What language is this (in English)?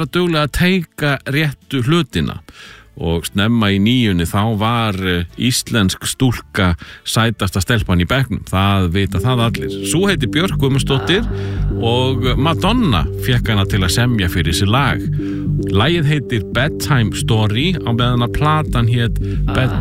Icelandic